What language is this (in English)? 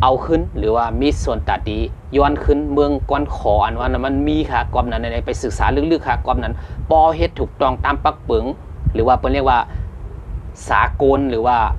Shan